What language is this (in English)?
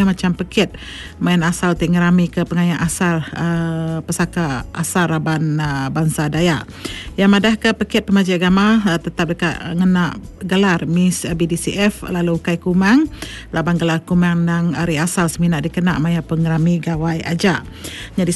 Iban